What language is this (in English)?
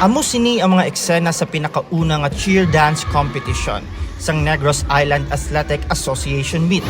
Hiligaynon